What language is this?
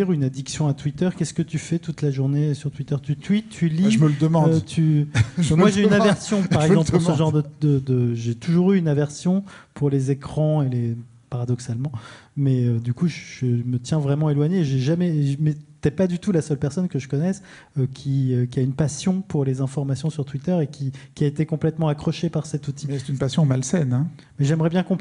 French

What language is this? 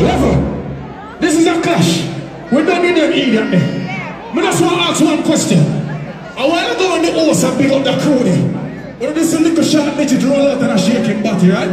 Jamaican Creole English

